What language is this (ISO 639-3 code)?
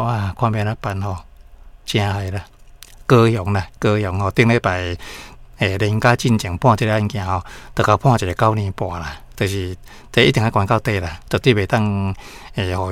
nan